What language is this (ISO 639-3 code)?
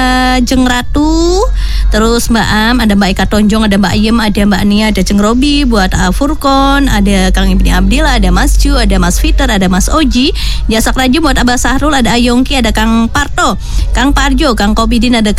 ind